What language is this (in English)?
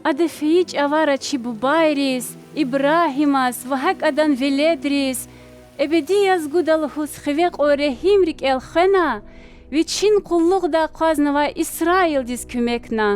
Lezghian